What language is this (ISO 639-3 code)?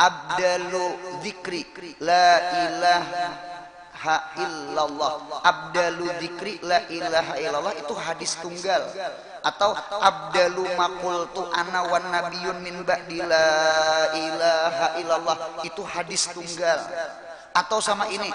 bjn